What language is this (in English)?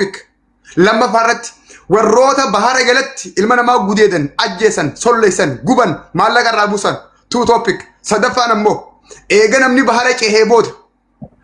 Oromo